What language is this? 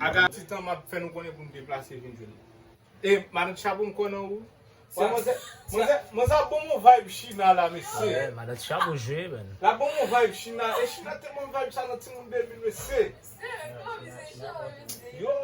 Haitian Creole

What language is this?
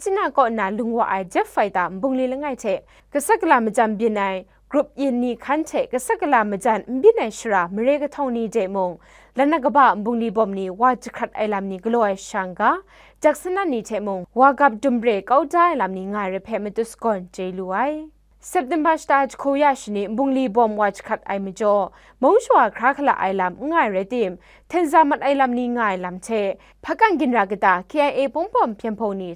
Kachin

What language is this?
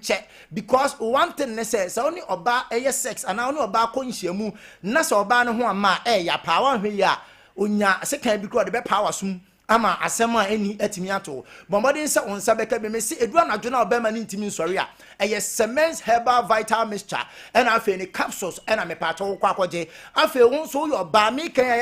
Akan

